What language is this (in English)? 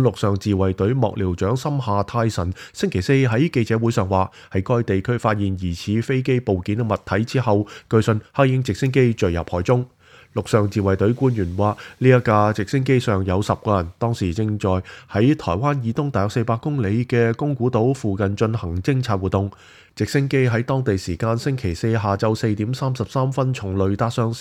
Cantonese